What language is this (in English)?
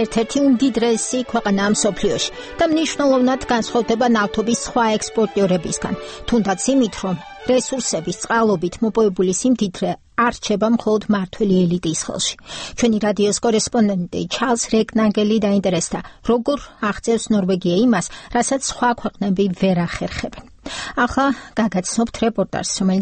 Georgian